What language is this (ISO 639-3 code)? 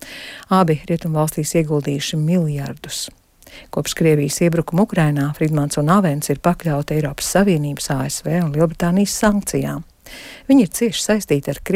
lav